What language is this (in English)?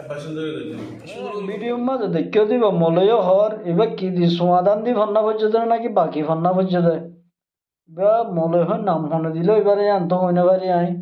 Rohingya